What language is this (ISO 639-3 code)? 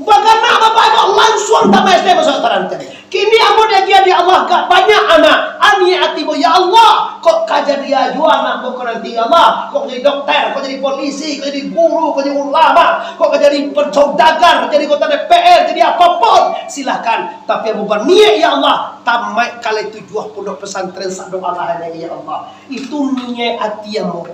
min